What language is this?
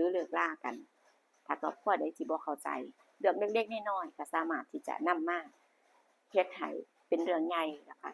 Northeastern Thai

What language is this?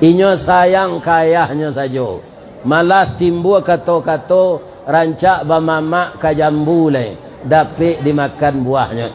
Minangkabau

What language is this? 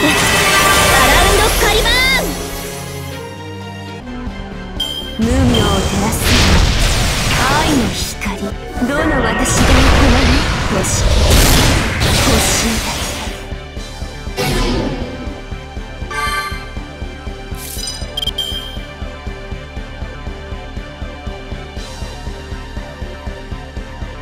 Japanese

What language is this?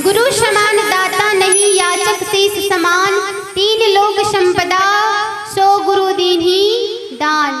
Chhattisgarhi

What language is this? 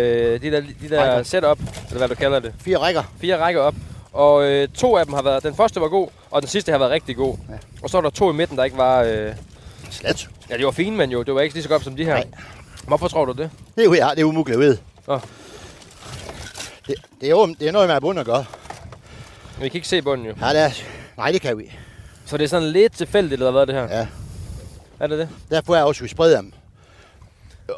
Danish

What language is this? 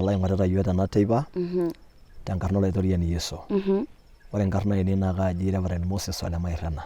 Masai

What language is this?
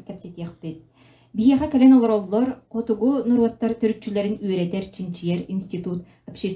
Yakut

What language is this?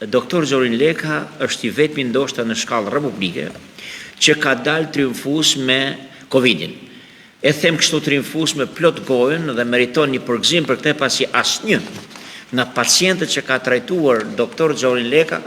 Albanian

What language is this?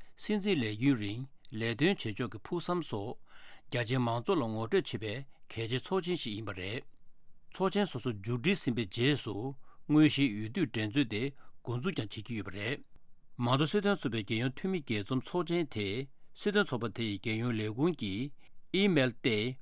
Tibetan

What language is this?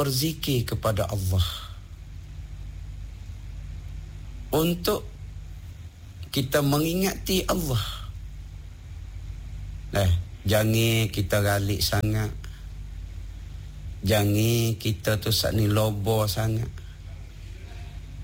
Malay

